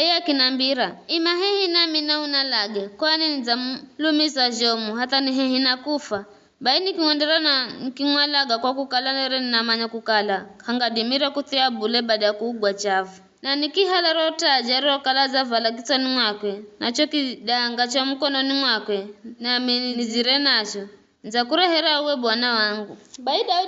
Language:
Giryama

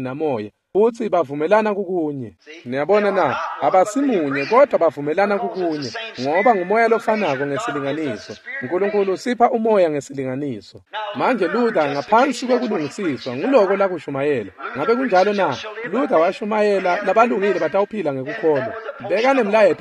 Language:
Swati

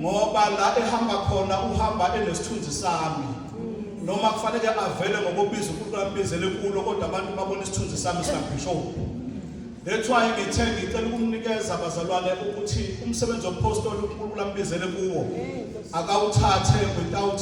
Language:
Zulu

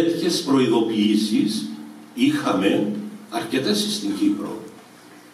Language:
Greek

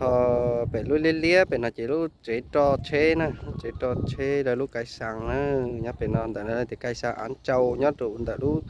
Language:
Hmong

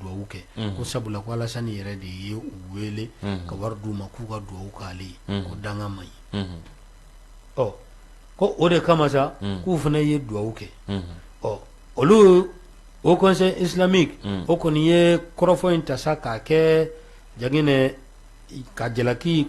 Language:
Bambara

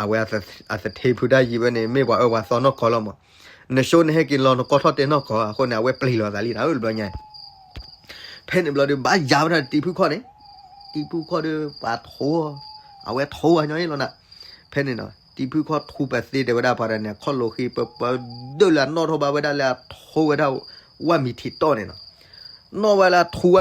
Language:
S'gaw Karen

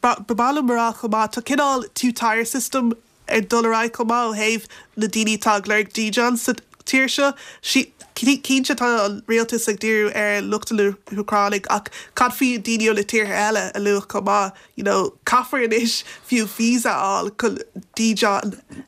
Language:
Irish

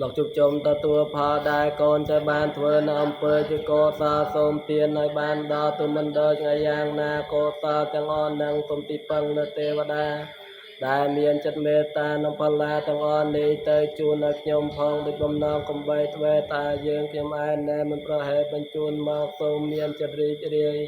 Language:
Khmer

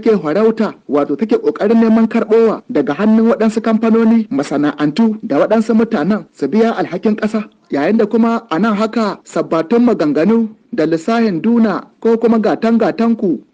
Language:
Hausa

